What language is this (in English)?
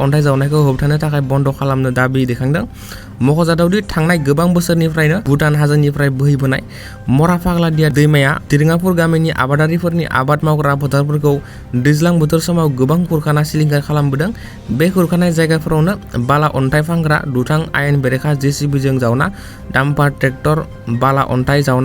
Bodo